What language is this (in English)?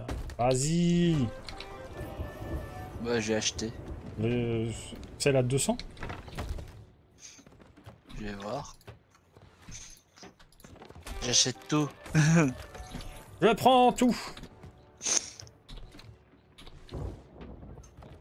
French